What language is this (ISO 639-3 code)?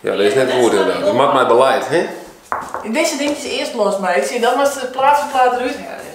fry